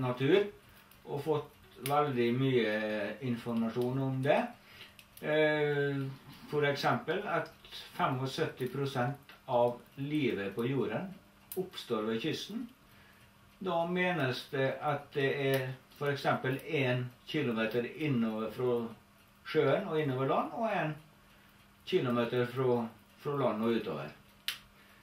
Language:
Norwegian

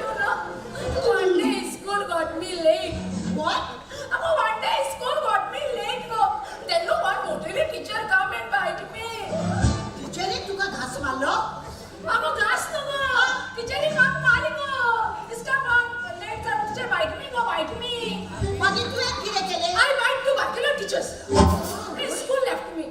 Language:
Konkani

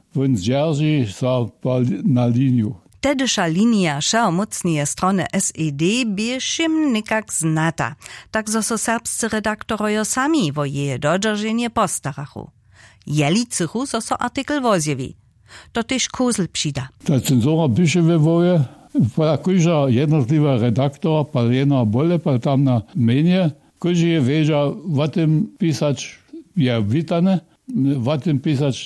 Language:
Upper Sorbian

